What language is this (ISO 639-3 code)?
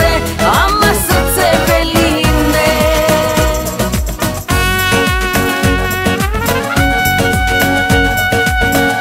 hrv